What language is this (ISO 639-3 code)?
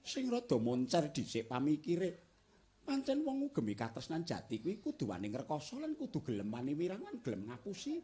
jav